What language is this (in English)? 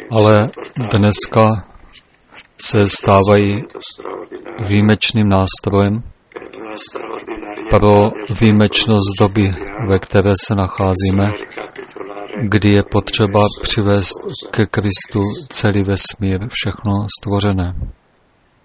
Czech